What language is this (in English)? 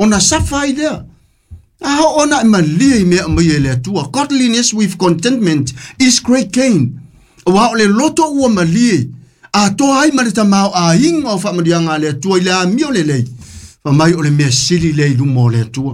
Samoan